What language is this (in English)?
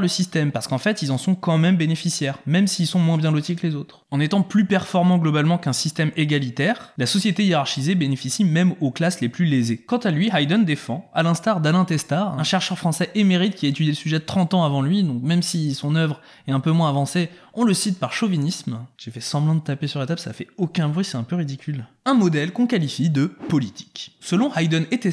French